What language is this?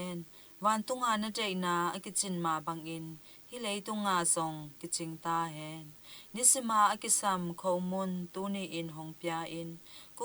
Tedim Chin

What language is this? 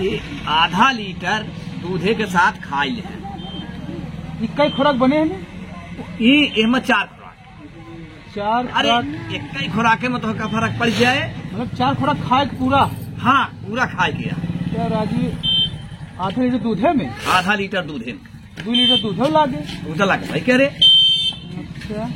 Awadhi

